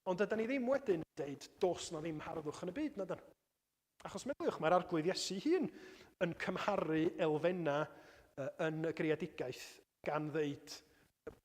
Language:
Welsh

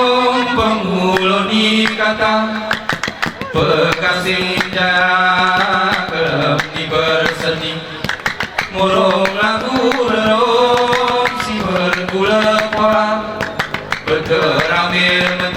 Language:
Gayo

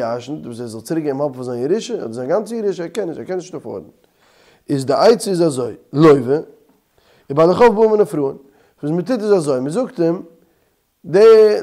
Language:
Yiddish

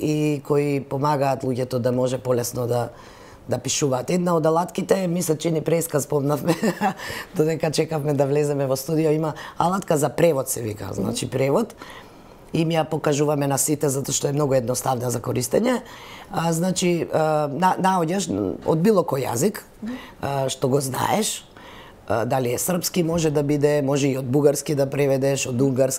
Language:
Macedonian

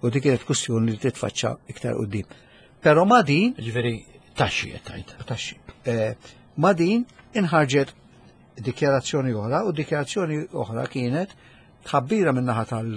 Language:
Maltese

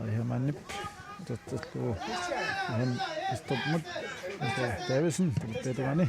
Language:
Kalaallisut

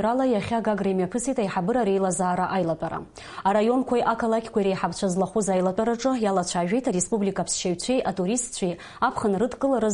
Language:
Abkhazian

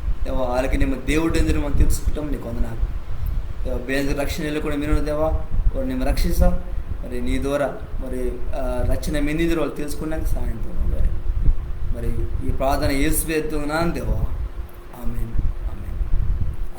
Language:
Koya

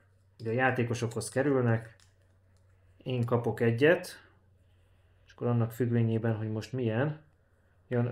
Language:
Hungarian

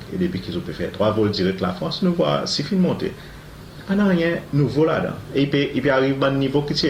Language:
Seselwa Creole French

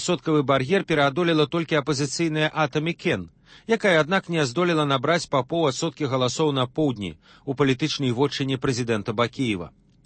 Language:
Belarusian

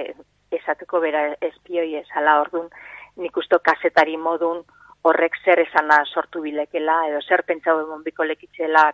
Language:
Basque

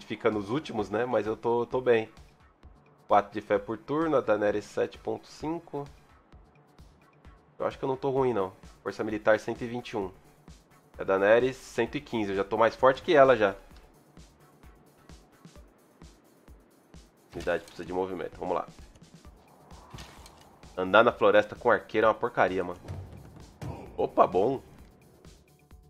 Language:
Portuguese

